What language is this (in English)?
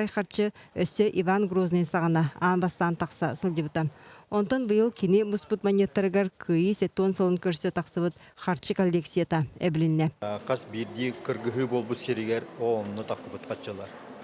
Yakut